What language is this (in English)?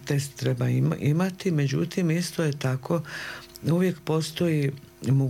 Croatian